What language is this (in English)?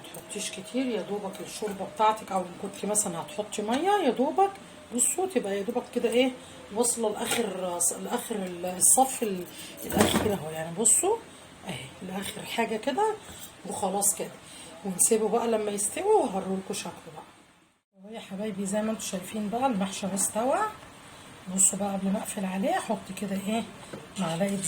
Egyptian Arabic